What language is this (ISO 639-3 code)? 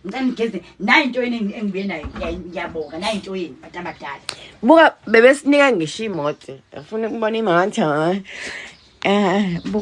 zul